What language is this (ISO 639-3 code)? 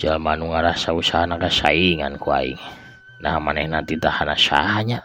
sun